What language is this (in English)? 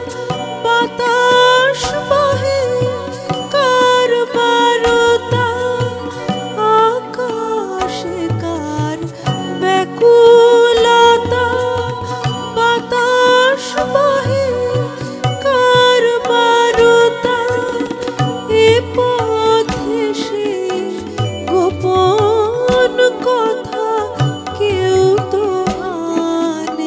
Bangla